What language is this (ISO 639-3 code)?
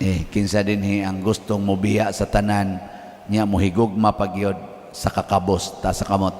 ceb